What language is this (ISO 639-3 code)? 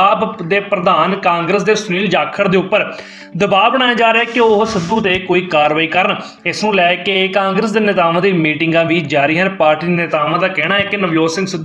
pan